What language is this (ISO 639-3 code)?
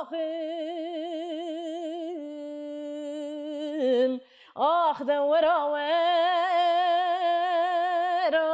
kur